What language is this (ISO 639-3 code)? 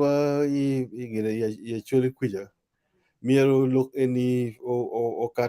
ach